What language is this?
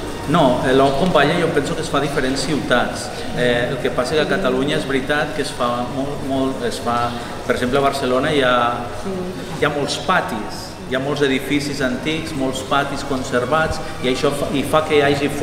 Catalan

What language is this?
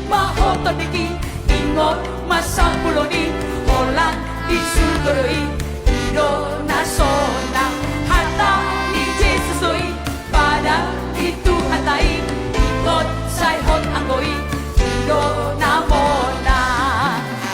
Batak Toba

